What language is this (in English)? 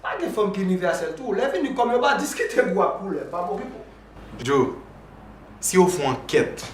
Haitian Creole